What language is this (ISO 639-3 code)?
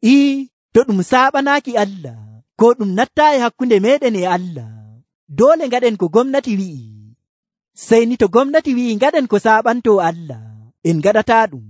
fuv